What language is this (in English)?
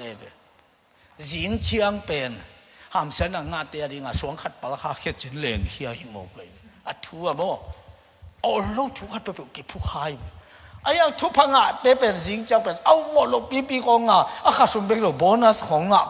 Tedim Chin